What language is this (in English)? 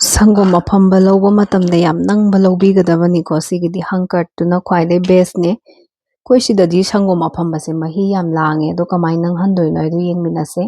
Manipuri